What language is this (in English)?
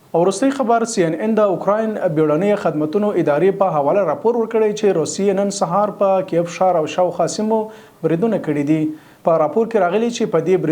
Pashto